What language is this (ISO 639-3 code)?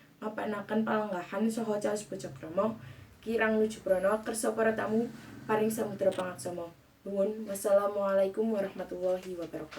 jav